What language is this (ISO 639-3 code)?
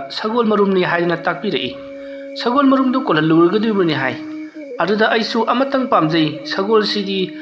mni